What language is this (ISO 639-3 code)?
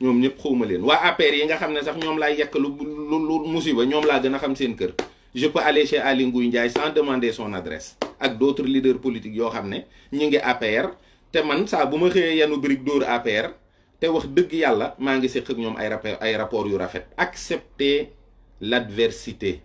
wol